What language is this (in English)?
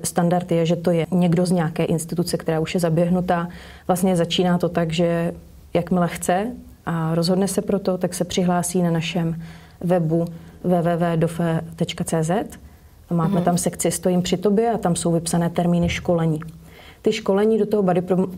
Czech